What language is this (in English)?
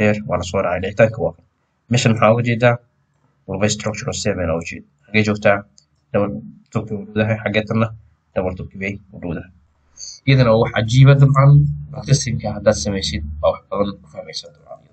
Somali